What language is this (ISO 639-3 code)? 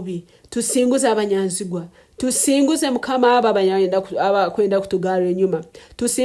nyn